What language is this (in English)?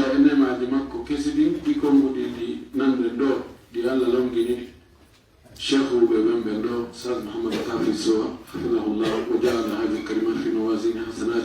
Fula